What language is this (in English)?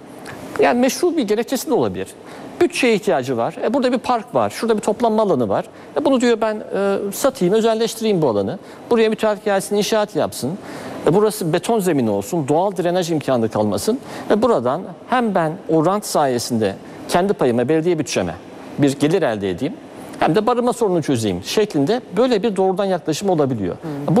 Turkish